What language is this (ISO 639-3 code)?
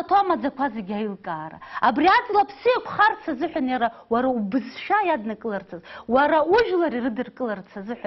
abk